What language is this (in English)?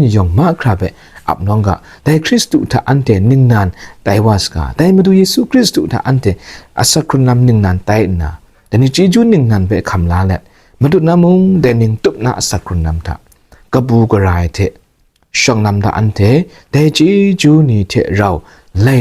Kachin